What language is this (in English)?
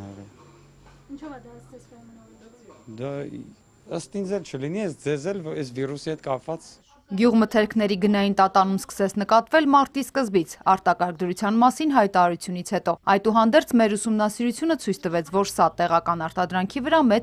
Armenian